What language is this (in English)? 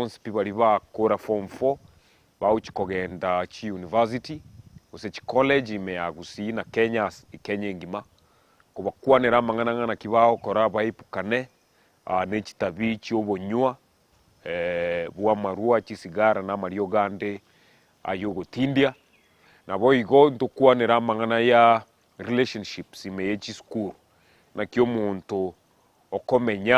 Gusii